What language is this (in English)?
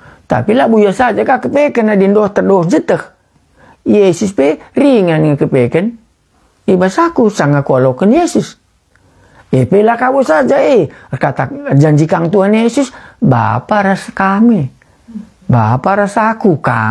Batak Karo